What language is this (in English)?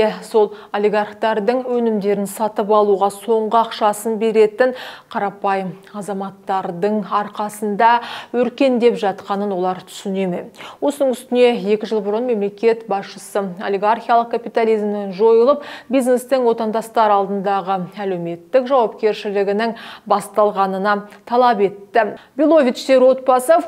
Kazakh